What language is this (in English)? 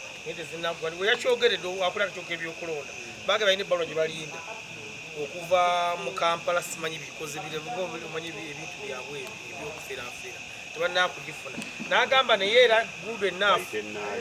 Ganda